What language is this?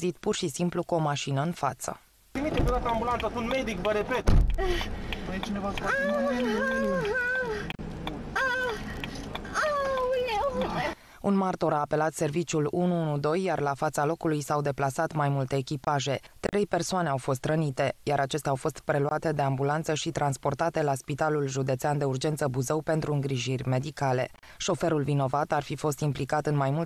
Romanian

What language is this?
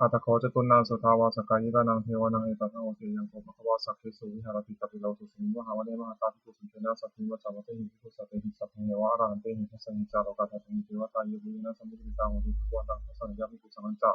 Pali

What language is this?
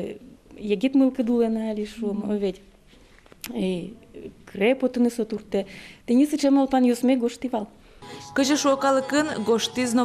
Udmurt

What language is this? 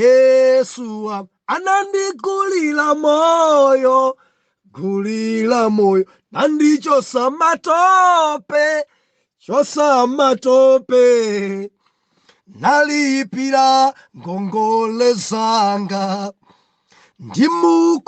Nyanja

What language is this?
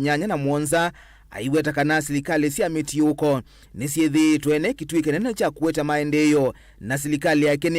Kamba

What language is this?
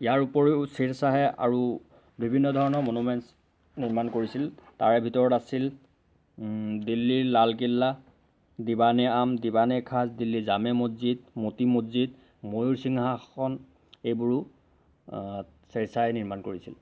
Assamese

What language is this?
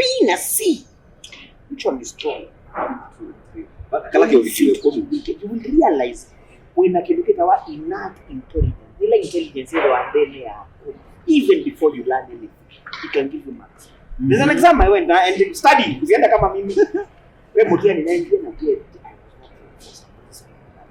Kamba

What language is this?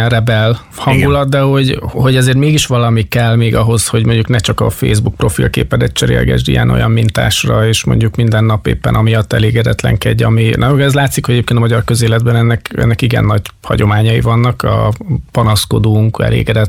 Hungarian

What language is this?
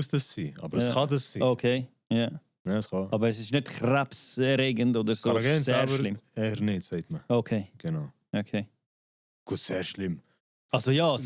Swiss German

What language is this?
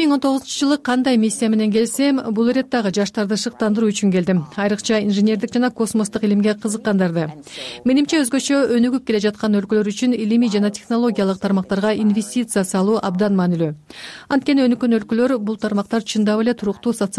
Kyrgyz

